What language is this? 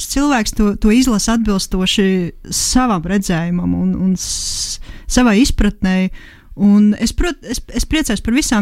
Latvian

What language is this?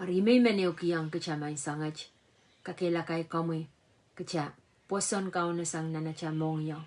Pohnpeian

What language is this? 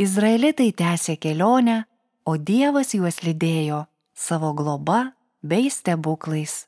Lithuanian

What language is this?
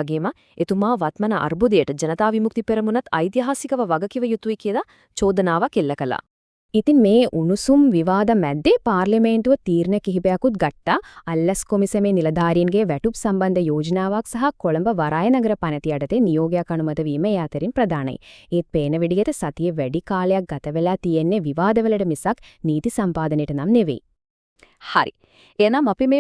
Sinhala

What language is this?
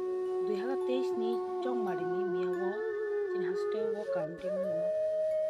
Riang (India)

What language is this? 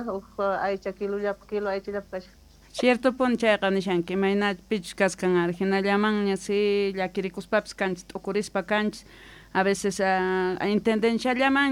Quechua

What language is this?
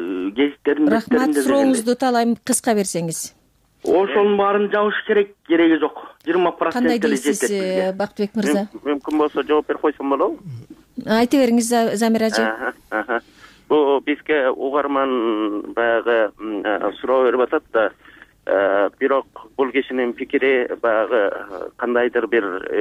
Kyrgyz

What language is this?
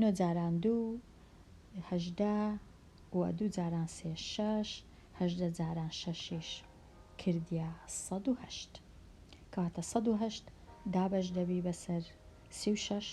Central Kurdish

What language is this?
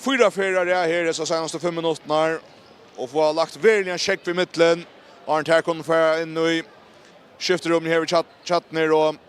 Faroese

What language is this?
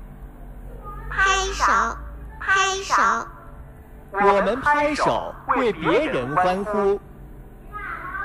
Chinese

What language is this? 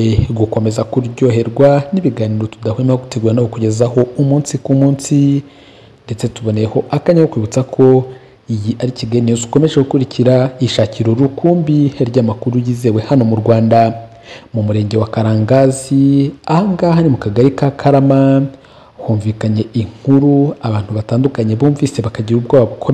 Kinyarwanda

